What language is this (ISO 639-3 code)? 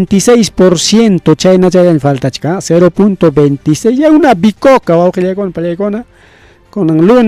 quy